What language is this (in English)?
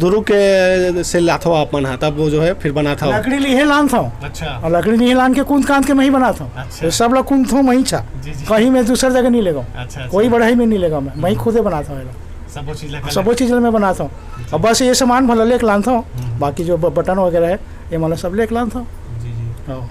Chhattisgarhi